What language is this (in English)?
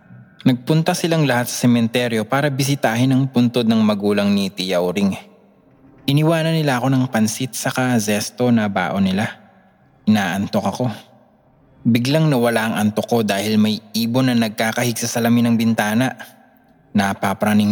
Filipino